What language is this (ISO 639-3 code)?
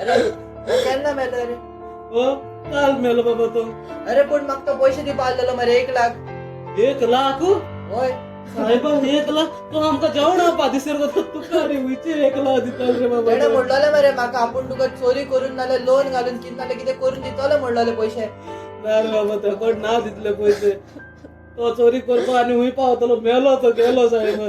kok